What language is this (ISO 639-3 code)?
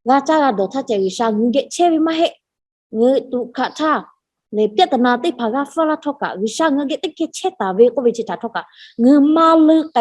lhu